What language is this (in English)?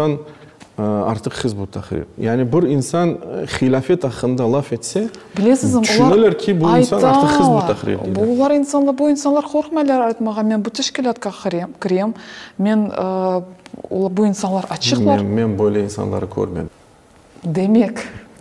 Crimean Tatar